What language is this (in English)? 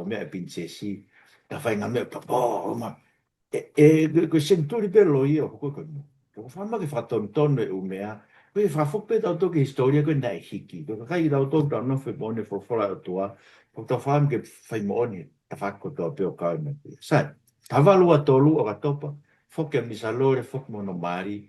Tongan